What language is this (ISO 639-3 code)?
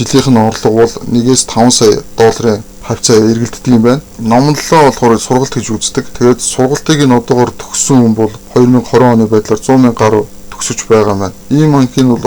mon